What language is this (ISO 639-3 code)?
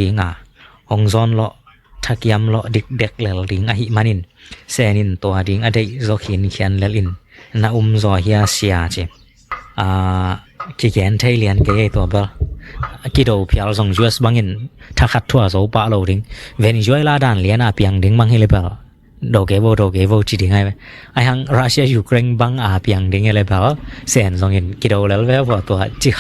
ctd